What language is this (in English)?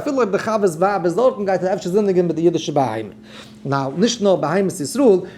Yiddish